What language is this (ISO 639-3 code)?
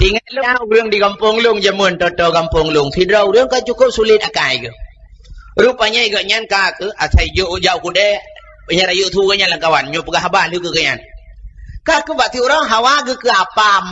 ace